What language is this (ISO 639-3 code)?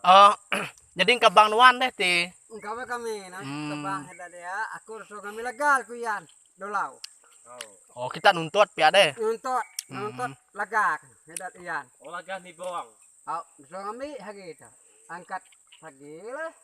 iba